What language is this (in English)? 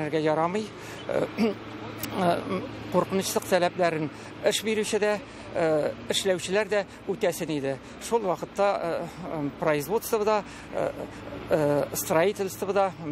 Tatar